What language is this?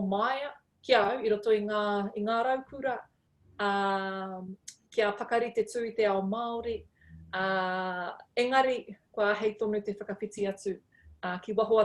Māori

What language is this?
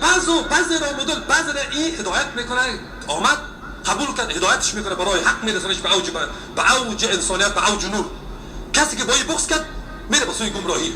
Persian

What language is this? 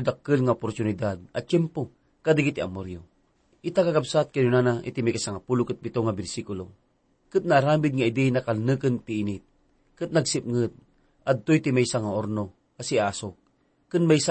Iloko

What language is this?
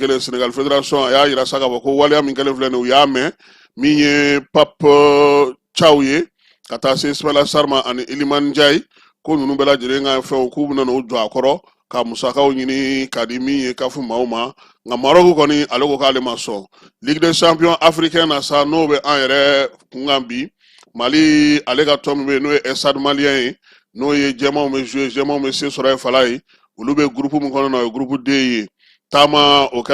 Bambara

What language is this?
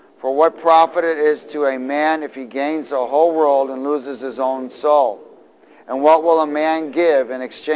English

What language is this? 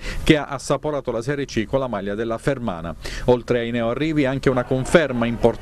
Italian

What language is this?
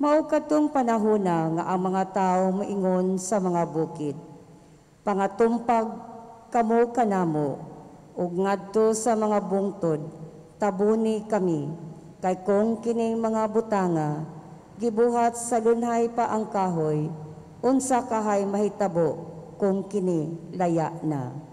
Cebuano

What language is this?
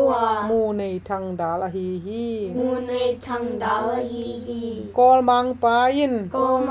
Tedim Chin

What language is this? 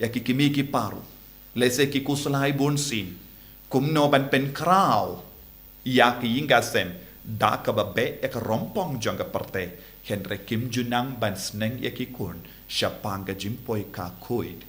Khasi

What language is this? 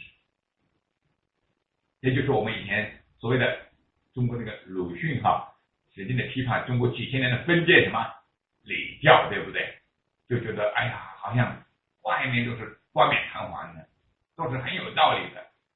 Chinese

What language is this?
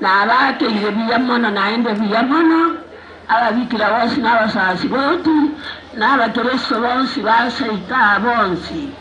Gusii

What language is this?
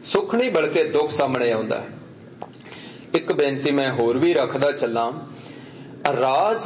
Punjabi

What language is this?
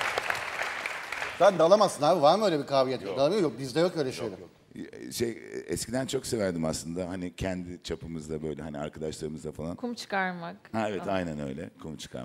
Turkish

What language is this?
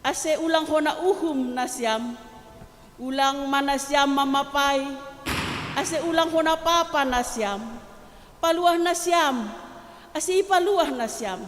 Batak Simalungun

